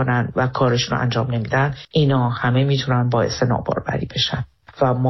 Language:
Persian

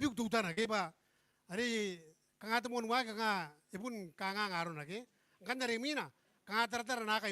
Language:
Gilbertese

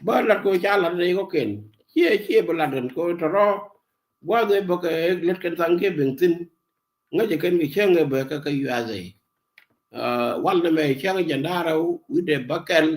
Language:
Nuer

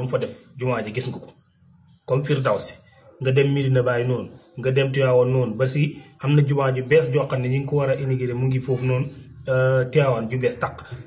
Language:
Wolof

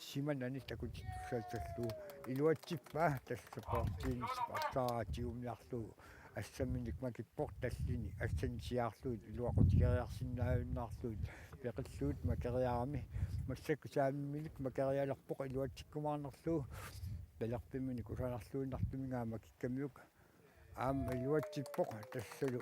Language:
Kalaallisut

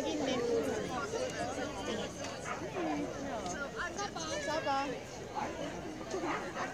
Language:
Estonian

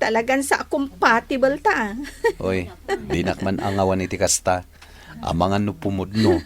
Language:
Iloko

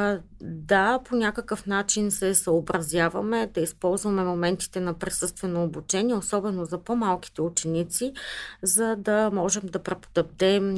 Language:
Bulgarian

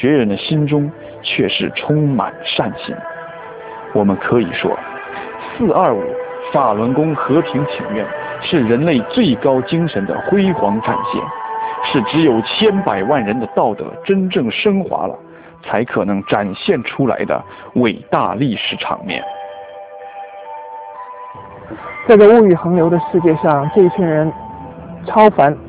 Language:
Chinese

